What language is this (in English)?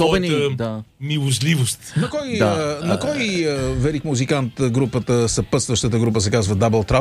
Bulgarian